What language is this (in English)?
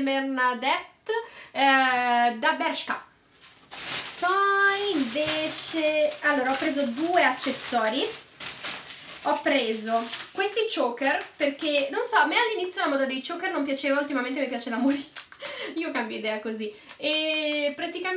Italian